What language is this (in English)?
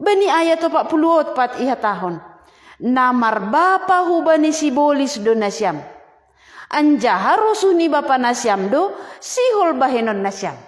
Batak Simalungun